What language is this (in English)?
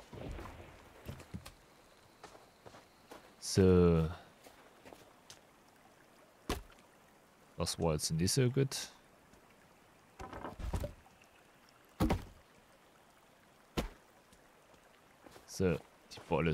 German